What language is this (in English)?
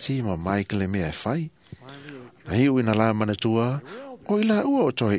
Samoan